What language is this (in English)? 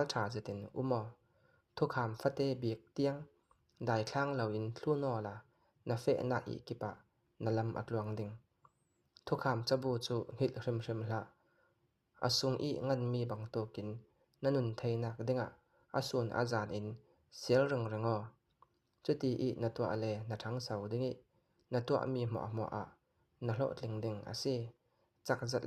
Falam Chin